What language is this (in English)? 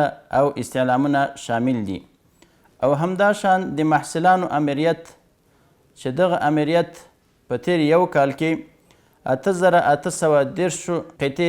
Pashto